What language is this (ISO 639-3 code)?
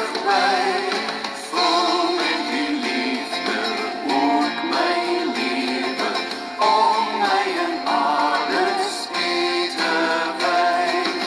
afr